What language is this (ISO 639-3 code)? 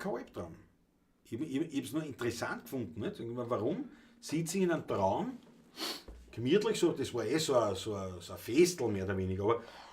bar